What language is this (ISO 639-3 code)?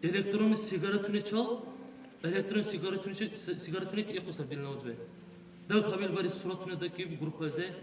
dar